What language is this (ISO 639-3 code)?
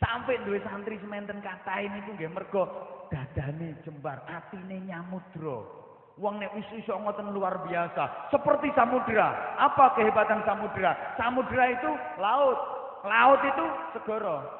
jav